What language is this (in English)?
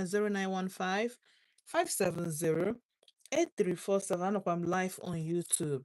Igbo